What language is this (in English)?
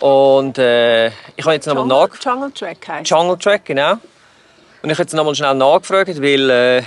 Swiss German